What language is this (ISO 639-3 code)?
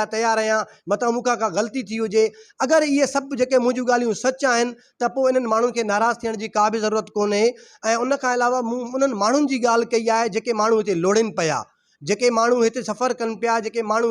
snd